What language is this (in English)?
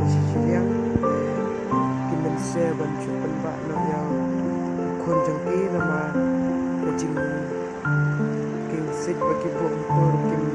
Khasi